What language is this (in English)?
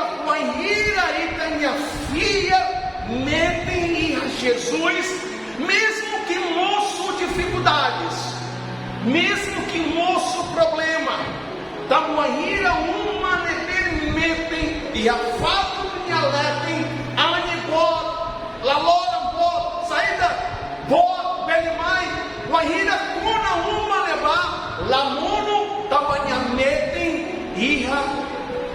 Tetum